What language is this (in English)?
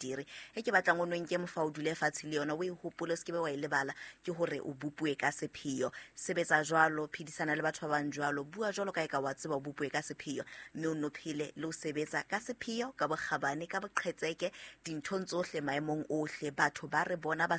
Southern Sotho